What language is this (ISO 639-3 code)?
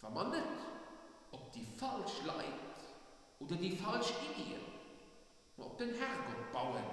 ltz